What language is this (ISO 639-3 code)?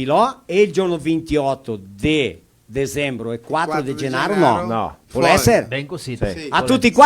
vec